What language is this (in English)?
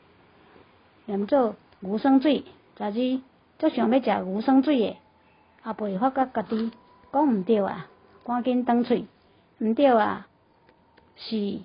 Min Nan Chinese